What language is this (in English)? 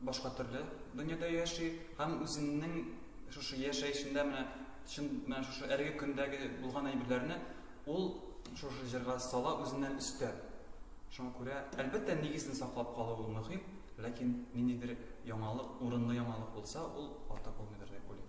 Tatar